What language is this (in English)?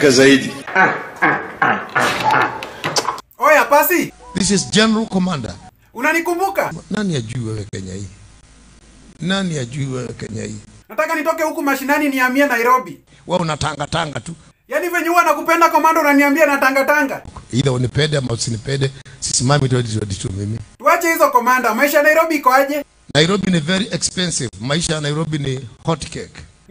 Swahili